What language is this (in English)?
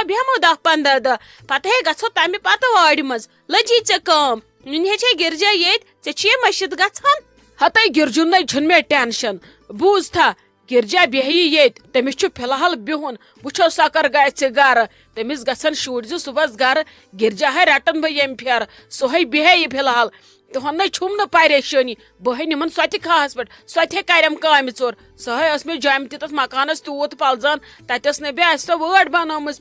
Kashmiri